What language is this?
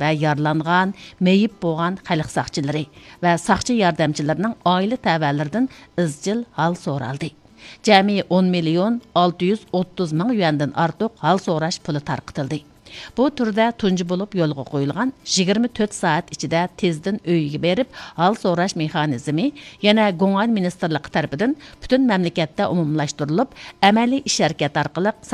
Uyghur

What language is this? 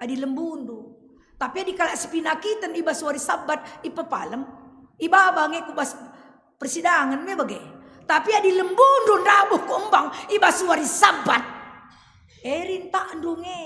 Batak Karo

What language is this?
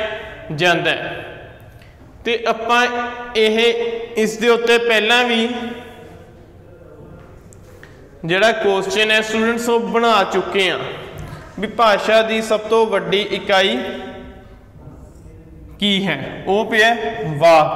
Punjabi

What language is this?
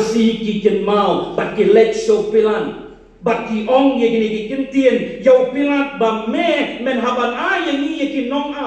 Khasi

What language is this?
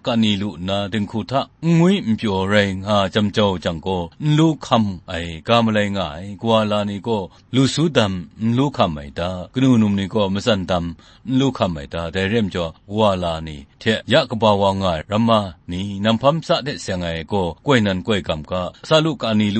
Kachin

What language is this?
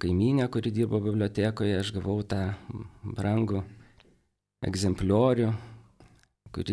Lithuanian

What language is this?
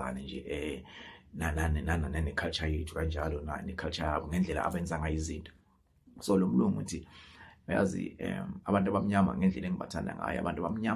Zulu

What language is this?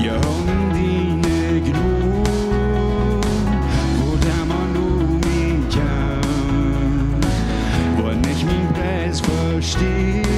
Plautdietsch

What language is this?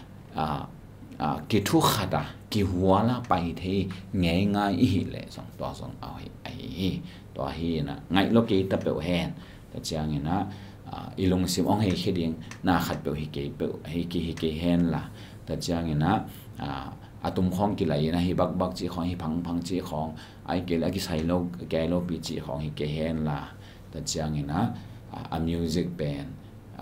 Tedim Chin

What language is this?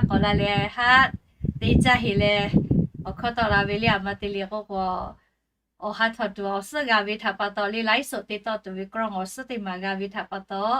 Lahu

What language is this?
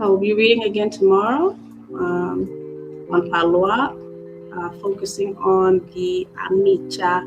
Acoli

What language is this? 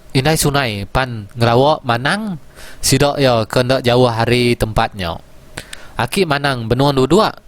Iban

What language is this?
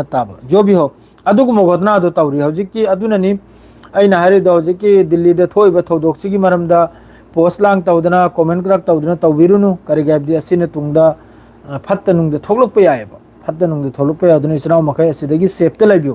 Manipuri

